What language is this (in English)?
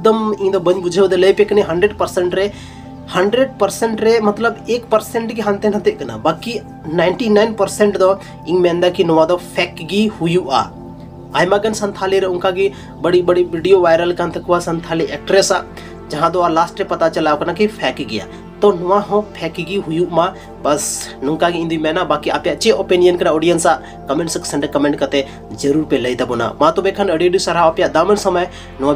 Santali